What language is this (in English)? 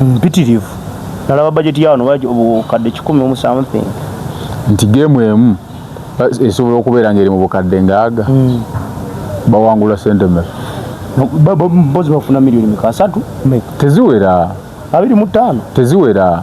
Ganda